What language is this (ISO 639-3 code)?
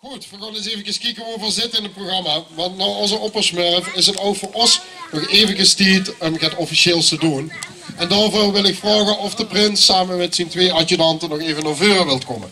lim